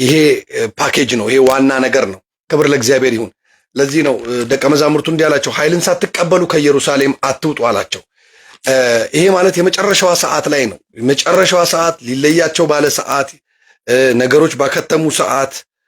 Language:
Amharic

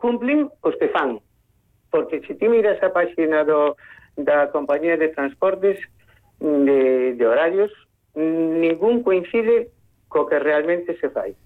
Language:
Galician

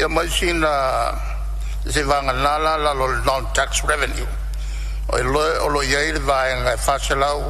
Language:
Samoan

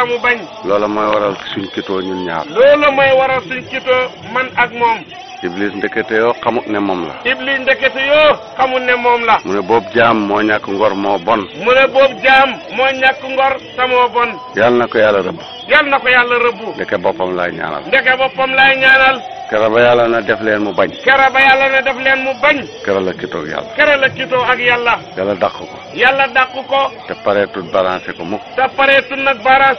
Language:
Wolof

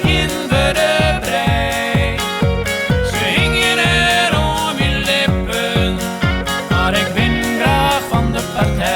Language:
Western Frisian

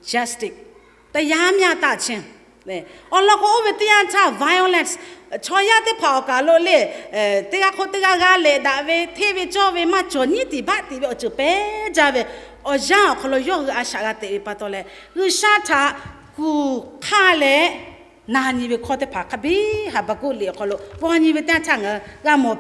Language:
Lahu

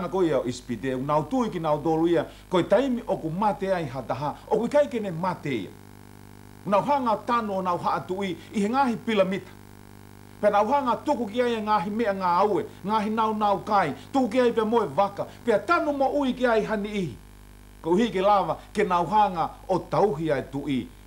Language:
Tongan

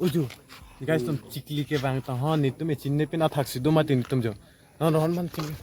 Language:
Karbi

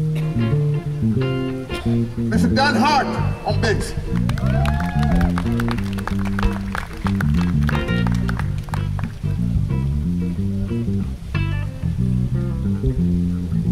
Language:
English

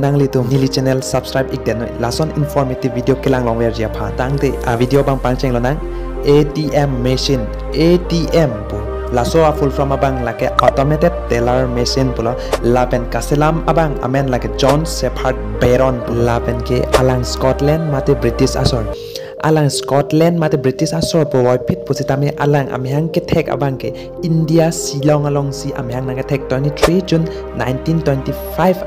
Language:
Karbi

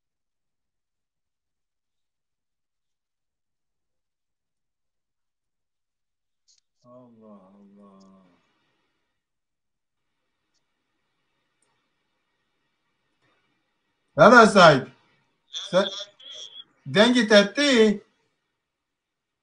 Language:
Kurdish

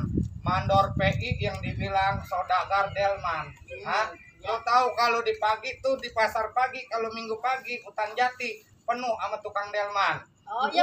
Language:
Betawi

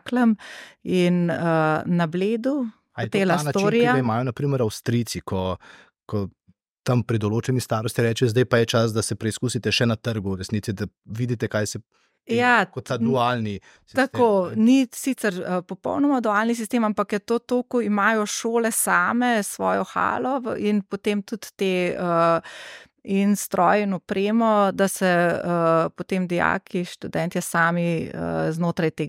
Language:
Slovenian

